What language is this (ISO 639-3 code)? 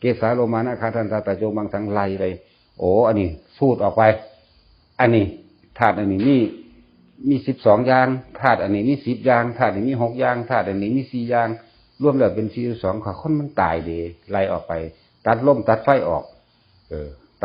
tts